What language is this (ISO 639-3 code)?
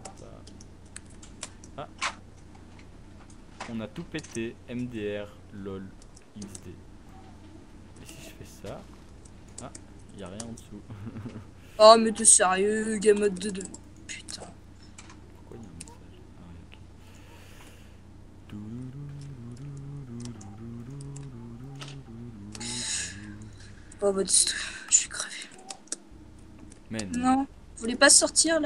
fra